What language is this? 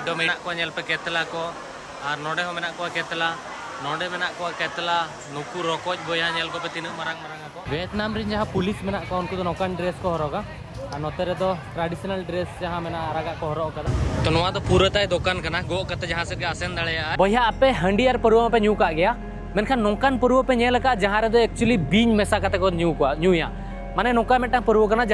Santali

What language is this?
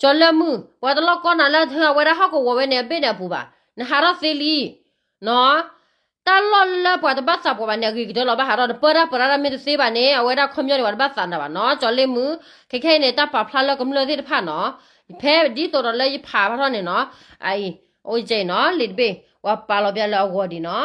S'gaw Karen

